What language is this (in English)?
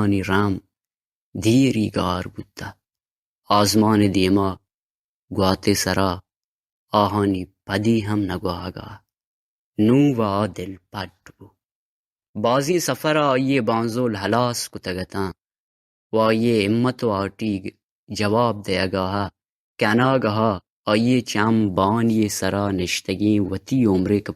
Baluchi